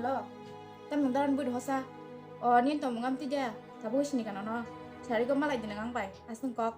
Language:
Kok Borok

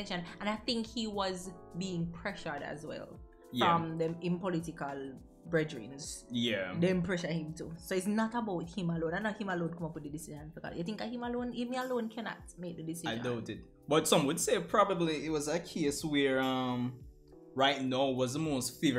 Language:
Jamaican Creole English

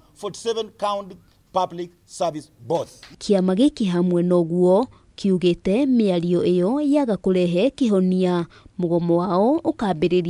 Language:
Kikuyu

